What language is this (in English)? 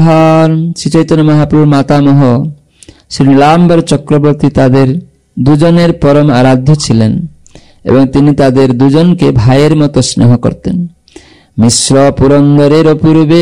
Bangla